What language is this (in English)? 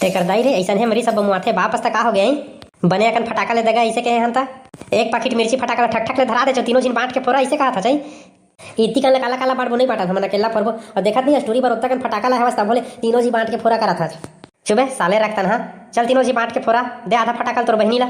Chhattisgarhi